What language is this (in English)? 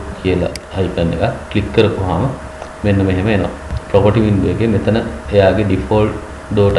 Sinhala